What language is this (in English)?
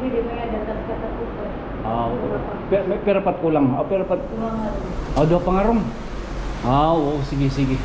Waray